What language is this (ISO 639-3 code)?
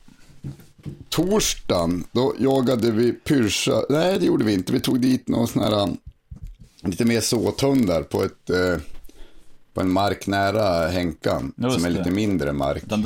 swe